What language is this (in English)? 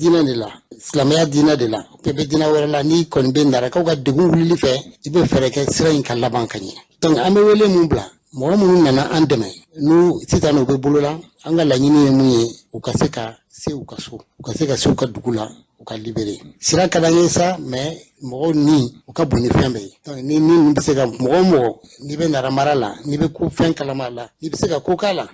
Bambara